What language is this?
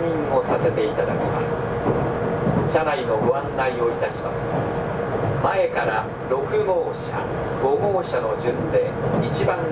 Japanese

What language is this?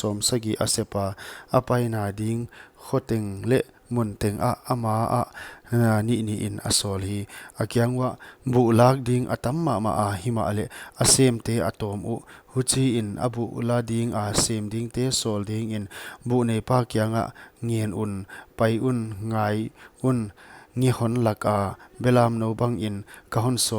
Paite Chin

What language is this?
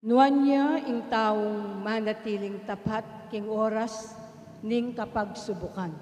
Pampanga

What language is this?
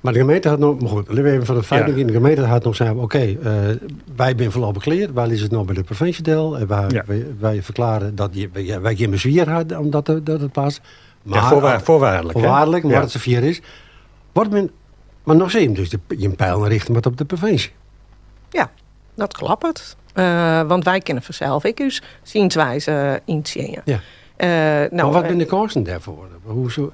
Western Frisian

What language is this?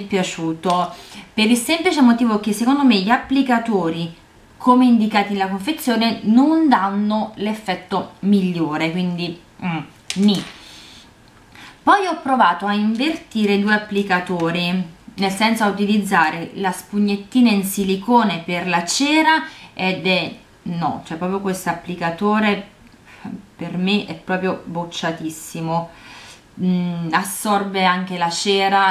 Italian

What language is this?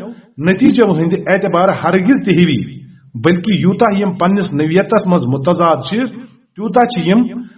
Kashmiri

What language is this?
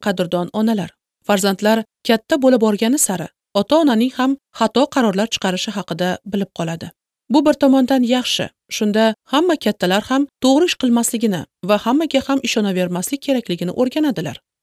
Uzbek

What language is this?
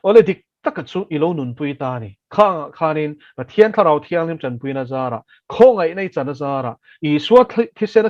Mizo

